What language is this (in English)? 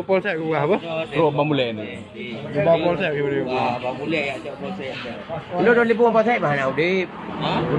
Achinese